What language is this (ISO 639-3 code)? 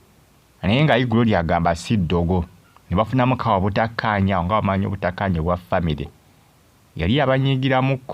lug